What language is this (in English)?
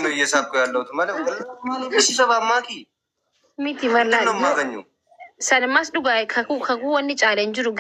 Oromo